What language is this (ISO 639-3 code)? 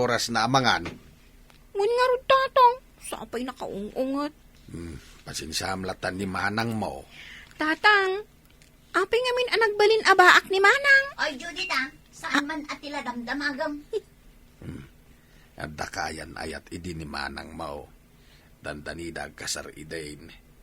ilo